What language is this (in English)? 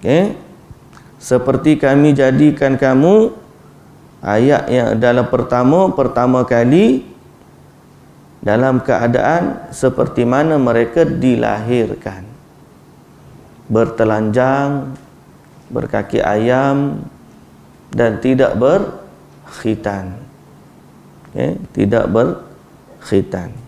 Malay